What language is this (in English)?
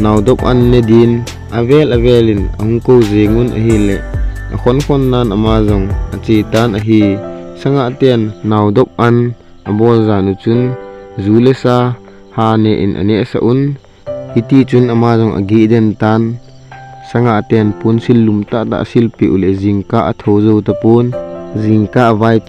Thado Chin